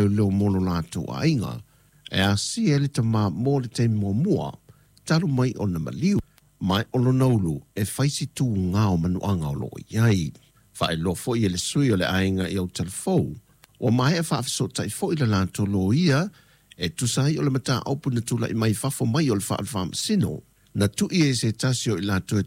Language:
Samoan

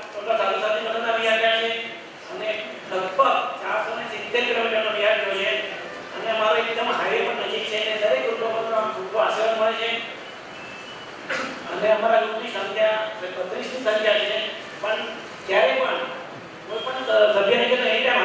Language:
Gujarati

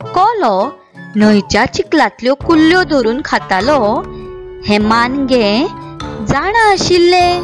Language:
Konkani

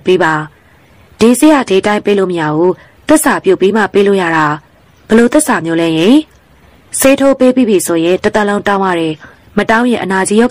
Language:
Burmese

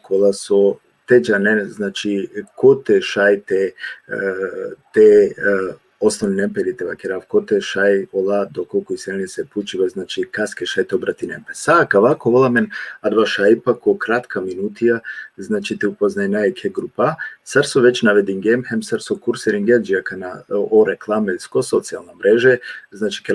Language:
Balkan Romani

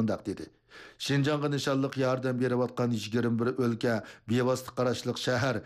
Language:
Uyghur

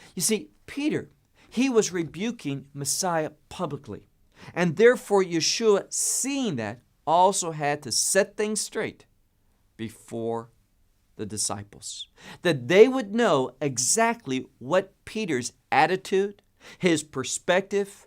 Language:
English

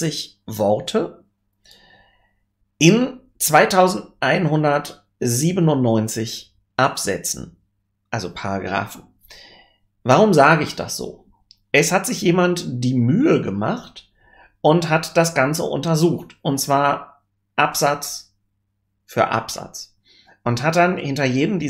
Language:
German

